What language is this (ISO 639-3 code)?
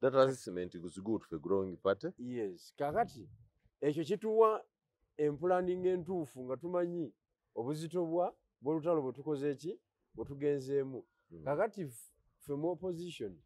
lug